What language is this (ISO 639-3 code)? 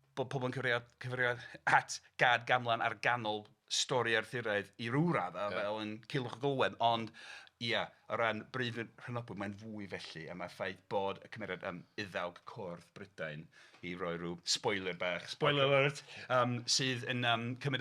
cym